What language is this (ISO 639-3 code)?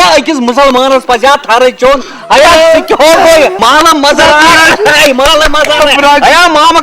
kas